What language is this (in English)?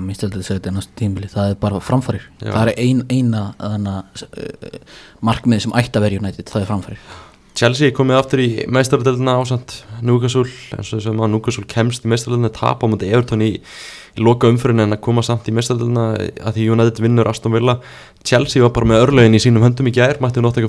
Icelandic